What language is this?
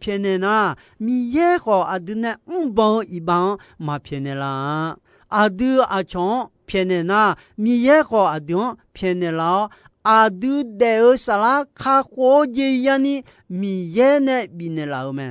Akha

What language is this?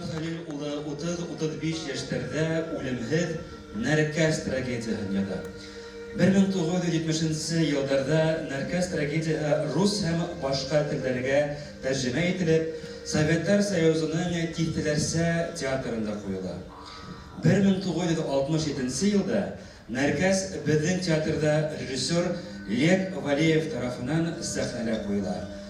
Bashkir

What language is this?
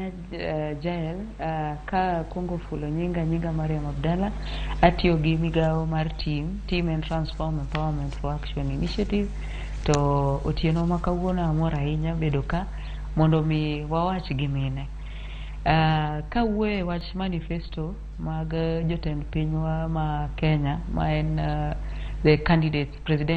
Luo (Kenya and Tanzania)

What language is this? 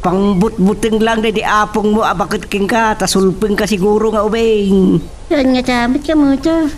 Iloko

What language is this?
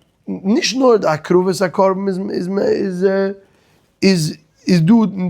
Yiddish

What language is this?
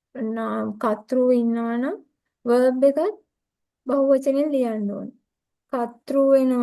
Sinhala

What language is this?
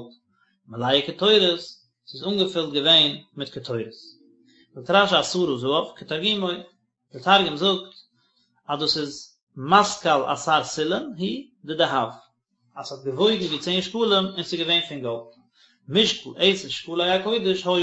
Yiddish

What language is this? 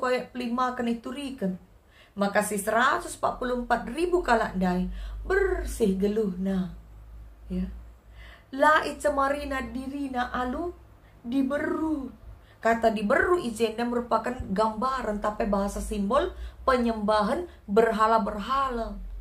Batak Karo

